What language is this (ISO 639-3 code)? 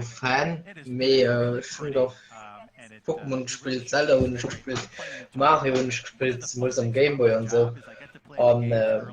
ltz